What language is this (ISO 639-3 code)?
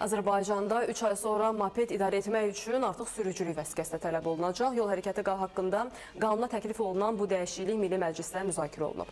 aze